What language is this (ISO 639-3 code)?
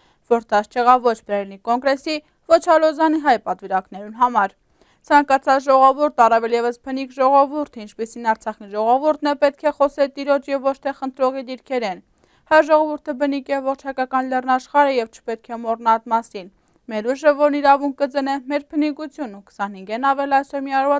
hyw